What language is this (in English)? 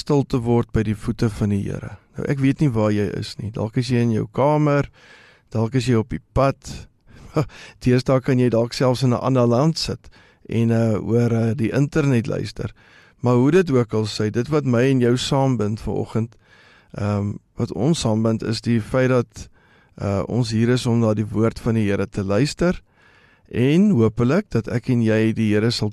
Afrikaans